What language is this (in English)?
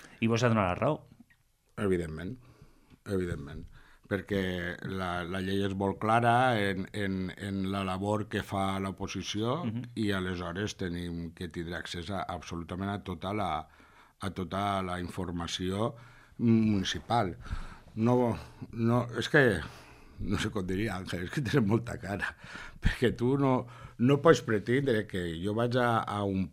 Catalan